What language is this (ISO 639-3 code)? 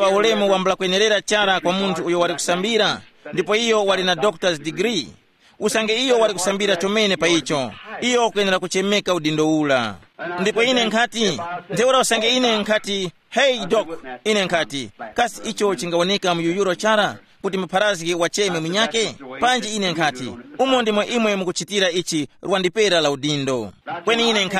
tum